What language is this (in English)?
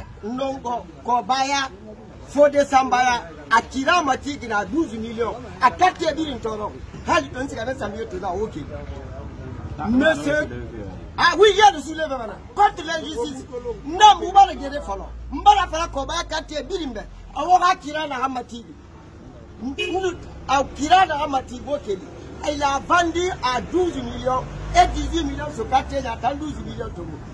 French